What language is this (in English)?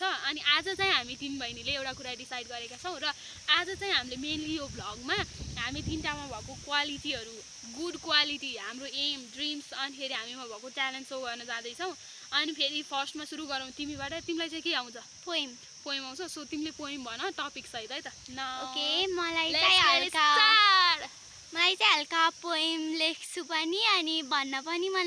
Nepali